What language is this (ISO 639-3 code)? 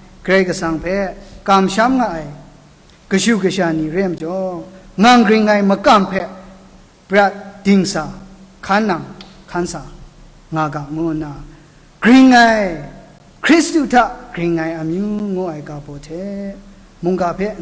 kac